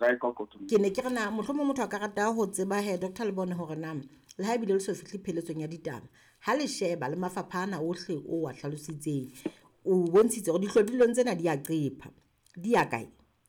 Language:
Southern Sotho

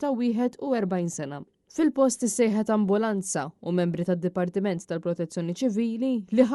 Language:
Maltese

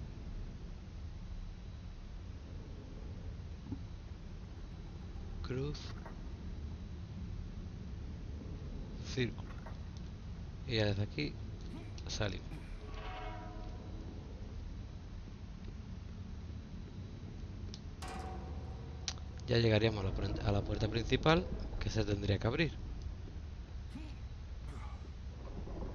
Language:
Spanish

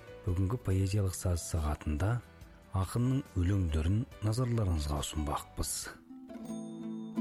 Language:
Kazakh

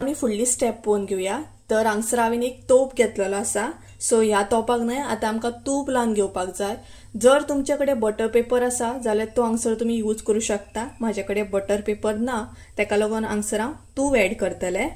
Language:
Konkani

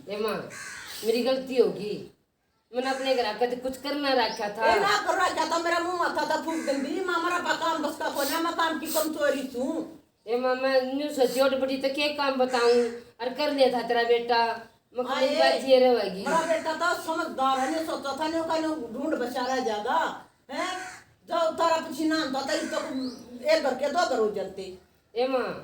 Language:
Haryanvi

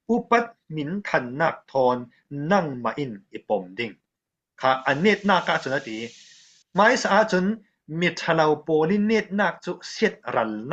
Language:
Falam Chin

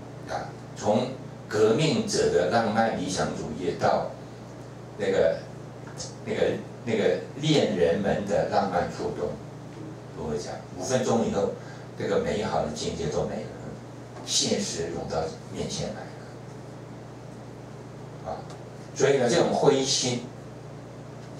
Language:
Chinese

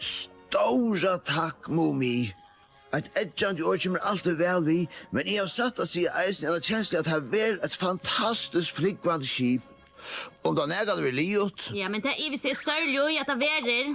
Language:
Faroese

